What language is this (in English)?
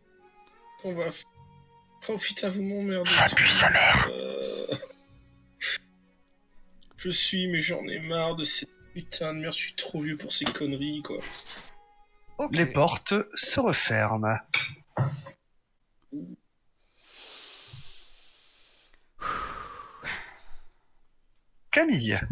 French